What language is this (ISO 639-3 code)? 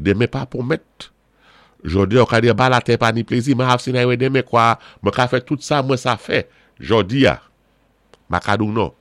acf